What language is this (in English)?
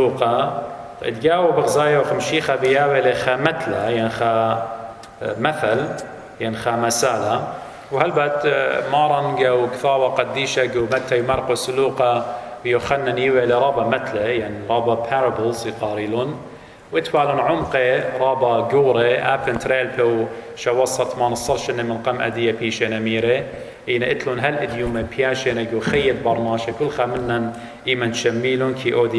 Assyrian Neo-Aramaic